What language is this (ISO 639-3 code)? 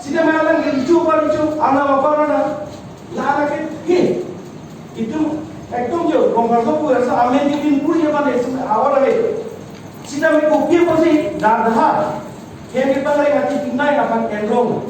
mjw